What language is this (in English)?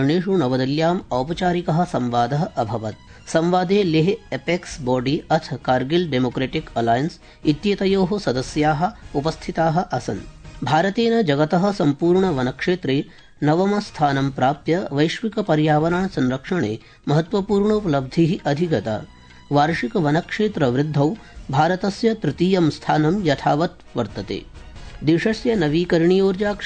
Sanskrit